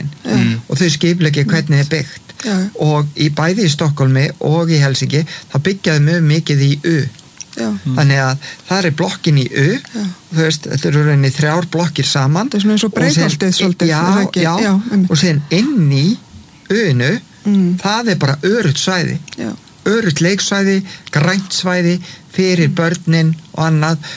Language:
Icelandic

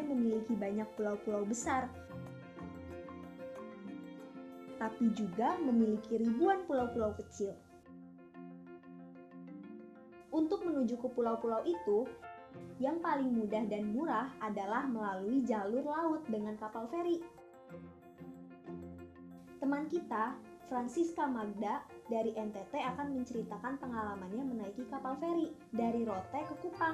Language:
Indonesian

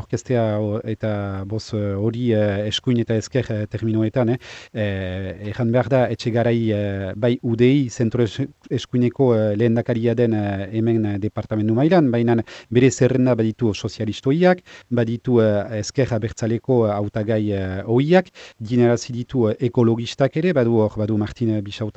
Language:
Basque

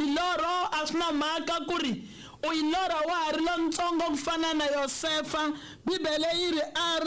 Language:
Tsonga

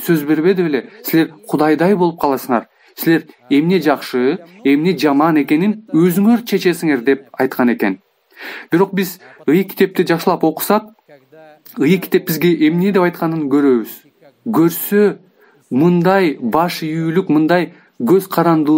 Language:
Kyrgyz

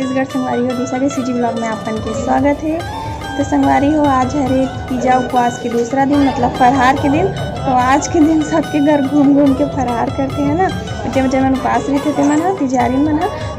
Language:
Chhattisgarhi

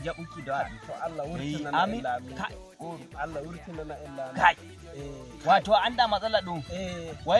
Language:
Nigerian Fulfulde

